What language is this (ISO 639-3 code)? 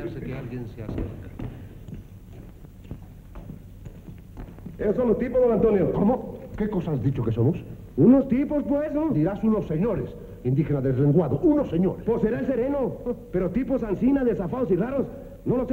spa